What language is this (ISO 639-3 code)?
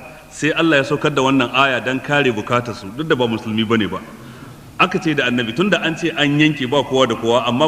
hau